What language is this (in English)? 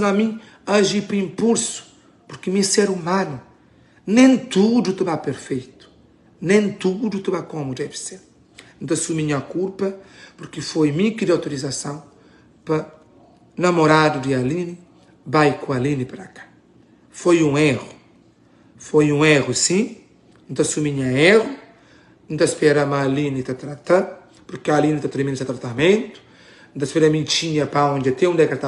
Kabuverdianu